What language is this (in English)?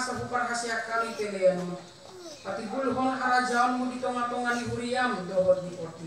Batak Toba